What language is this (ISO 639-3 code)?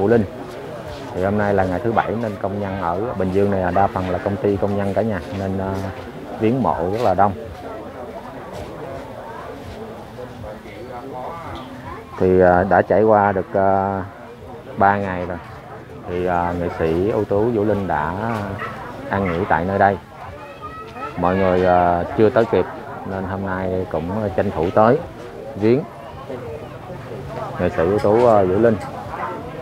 vie